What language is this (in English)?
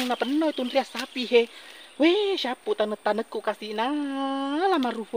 Buginese